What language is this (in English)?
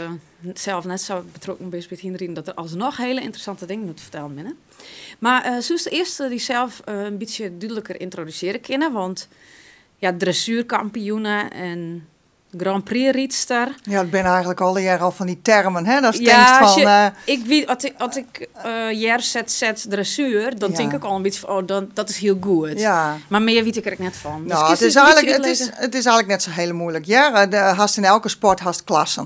Western Frisian